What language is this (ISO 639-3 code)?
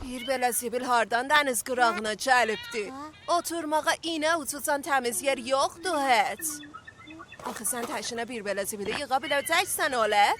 azb